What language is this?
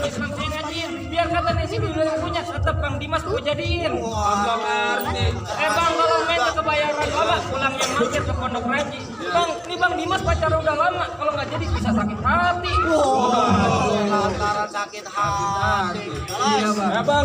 Betawi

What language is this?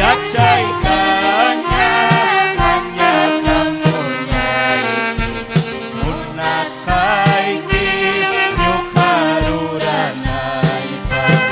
Ayacucho Quechua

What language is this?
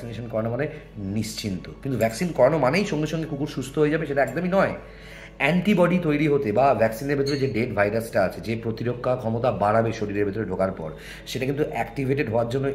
Bangla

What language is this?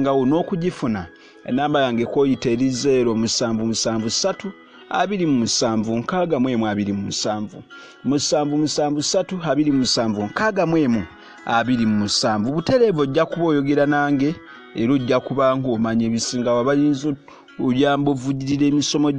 Ganda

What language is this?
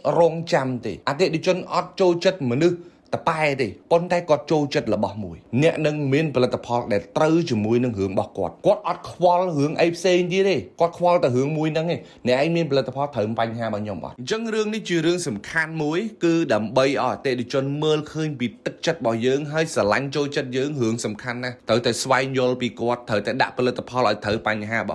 Khmer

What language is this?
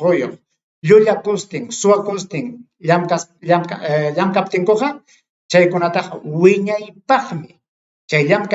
Ayacucho Quechua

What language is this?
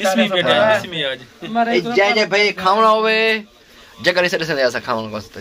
Saraiki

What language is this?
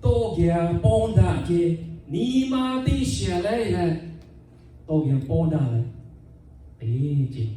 Lahu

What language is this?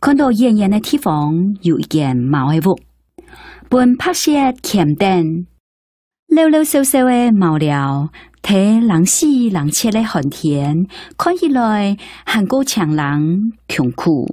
Hakka Chinese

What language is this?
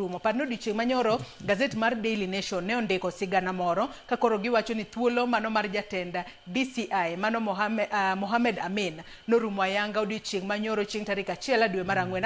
Luo (Kenya and Tanzania)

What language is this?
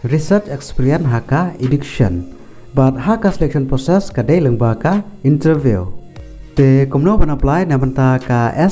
Khasi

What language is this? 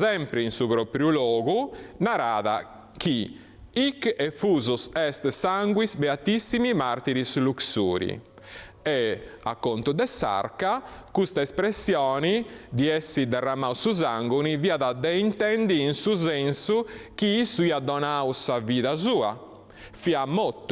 Sardinian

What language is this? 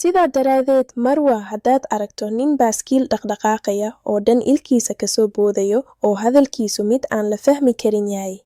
Somali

